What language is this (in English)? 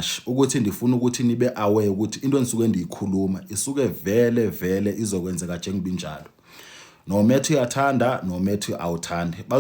Zulu